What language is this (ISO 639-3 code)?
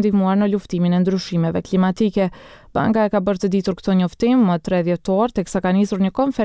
sqi